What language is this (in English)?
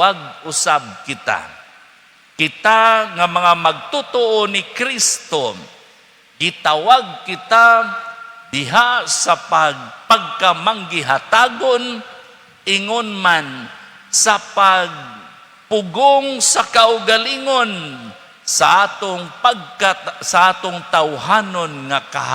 Cebuano